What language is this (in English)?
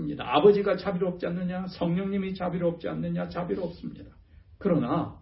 Korean